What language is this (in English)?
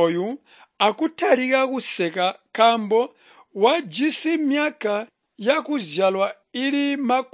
Tonga (Zambia)